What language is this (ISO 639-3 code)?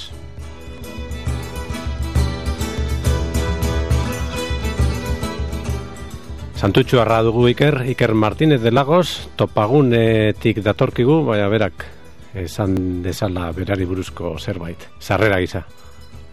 eus